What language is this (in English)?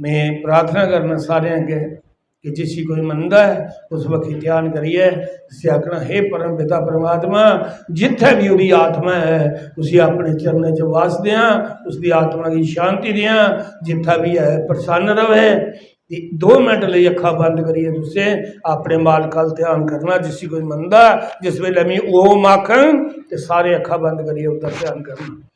Dogri